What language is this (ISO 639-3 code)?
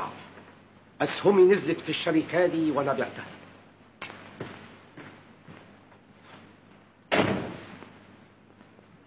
arz